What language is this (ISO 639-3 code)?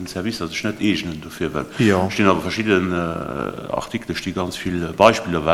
ltz